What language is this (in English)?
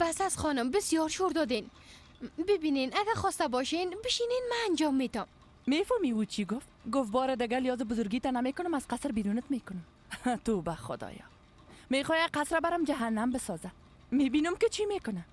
Persian